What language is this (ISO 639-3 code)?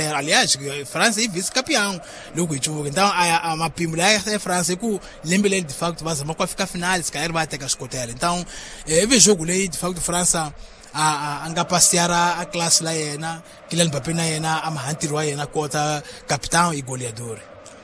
tso